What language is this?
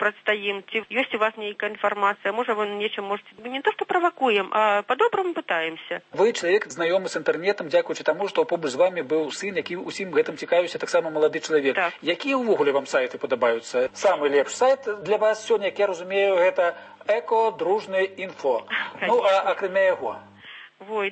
Belarusian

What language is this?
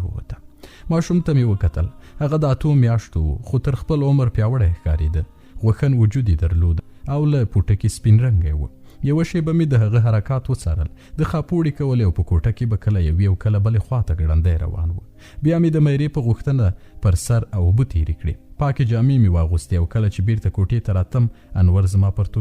Pashto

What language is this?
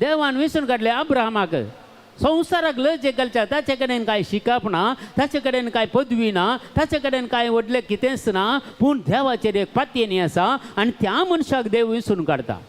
Konkani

